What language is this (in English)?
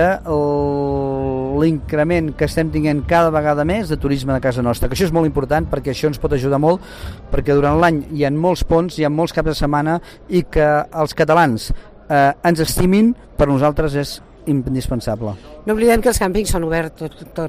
Catalan